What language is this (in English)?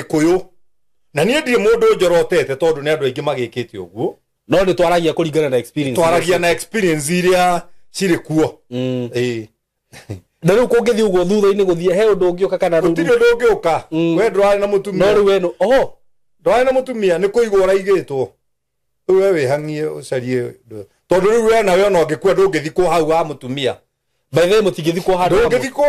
Kikuyu